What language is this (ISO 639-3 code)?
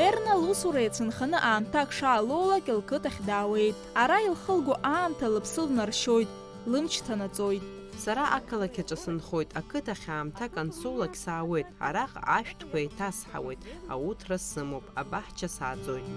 abk